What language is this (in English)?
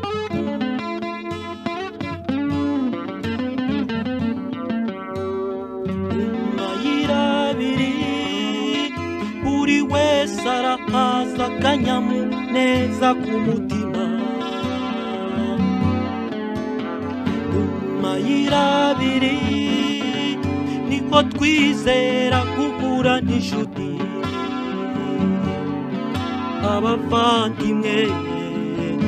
Kinyarwanda